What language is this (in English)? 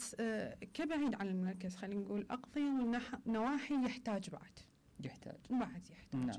Mesopotamian Arabic